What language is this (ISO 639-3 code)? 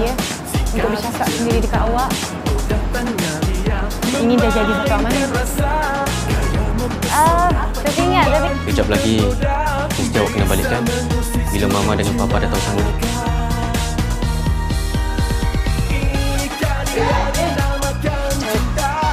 msa